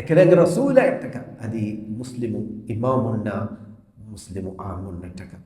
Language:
Divehi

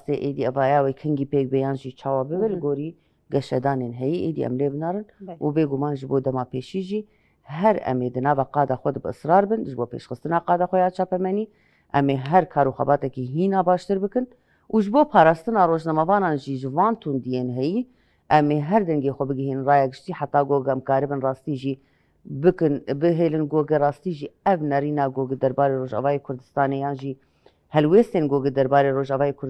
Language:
Kurdish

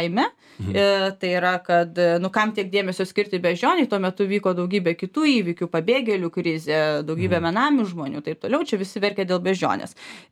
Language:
Lithuanian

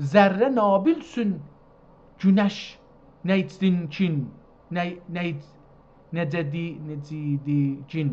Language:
South Azerbaijani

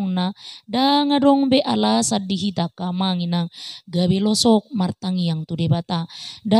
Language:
Batak Toba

